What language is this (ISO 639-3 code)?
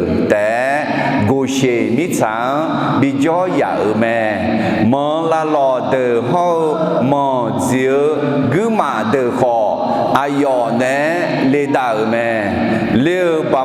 ahk